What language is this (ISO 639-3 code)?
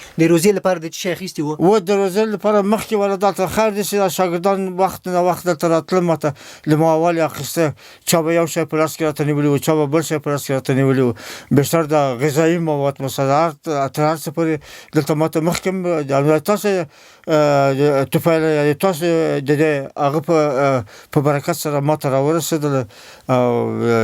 pus